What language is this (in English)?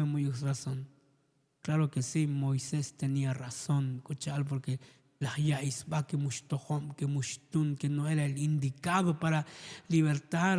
Tzotzil